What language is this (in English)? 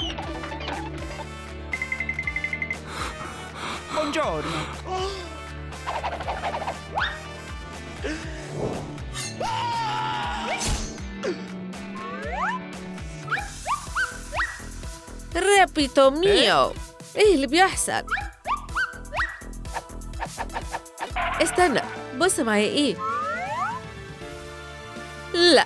Egyptian Arabic